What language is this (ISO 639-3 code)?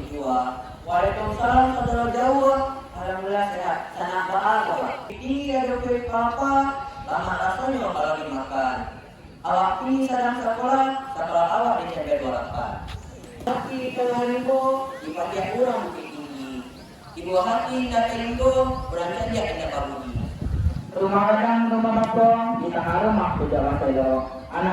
min